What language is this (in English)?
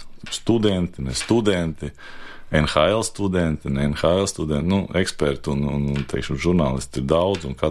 Latvian